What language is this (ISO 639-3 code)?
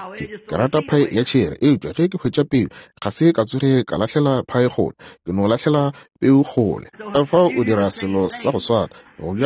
nso